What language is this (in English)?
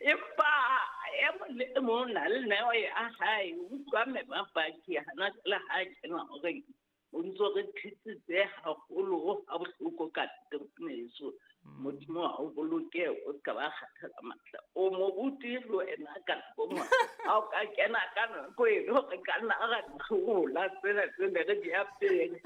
Southern Sotho